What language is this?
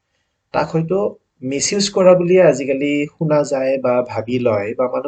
Assamese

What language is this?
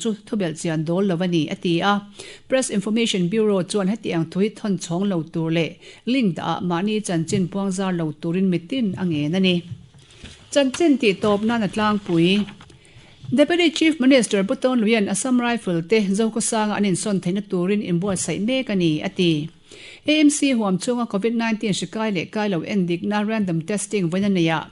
Mizo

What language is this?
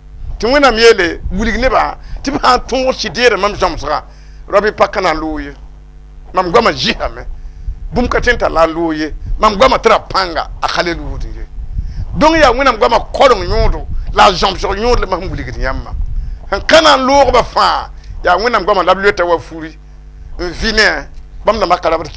Mossi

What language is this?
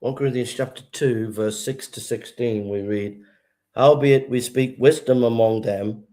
English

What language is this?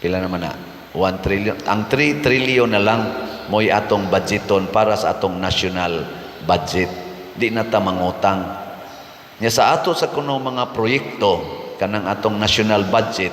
Cebuano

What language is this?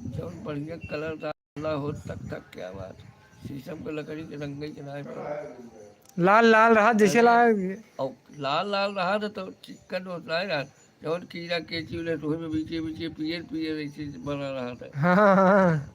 Awadhi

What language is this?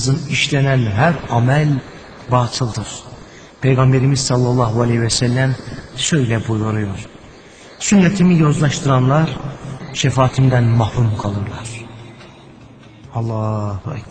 Turkish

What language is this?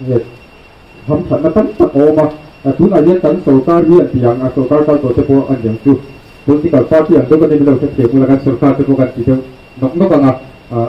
Mizo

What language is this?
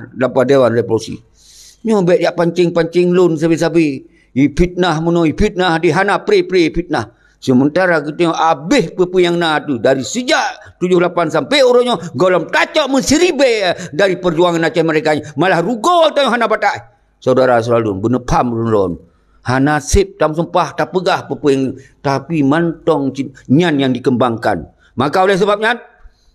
Achinese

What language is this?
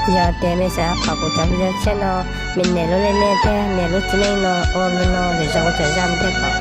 Hmong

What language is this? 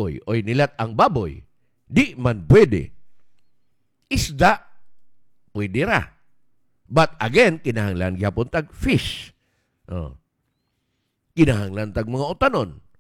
Cebuano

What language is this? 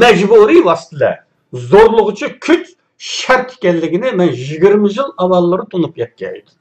Uyghur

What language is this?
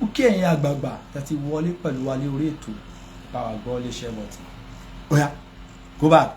Yoruba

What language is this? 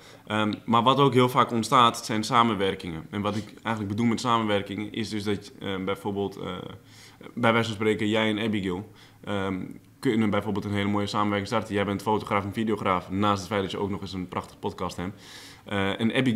Dutch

